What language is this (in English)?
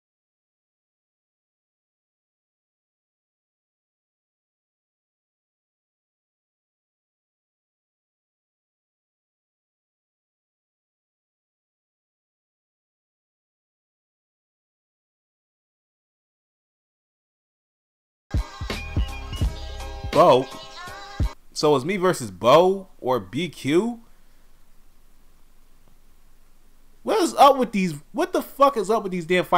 English